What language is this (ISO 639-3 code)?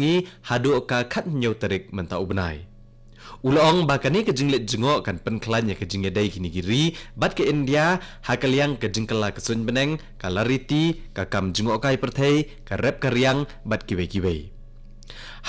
kha